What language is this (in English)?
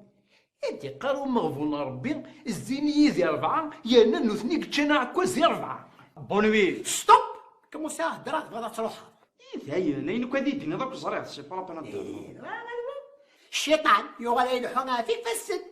Kabyle